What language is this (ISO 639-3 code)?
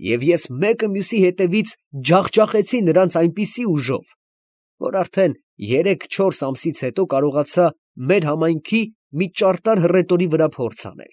hye